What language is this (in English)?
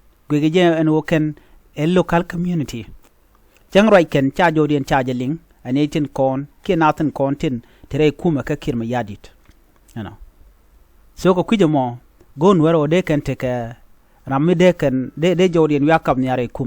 Nuer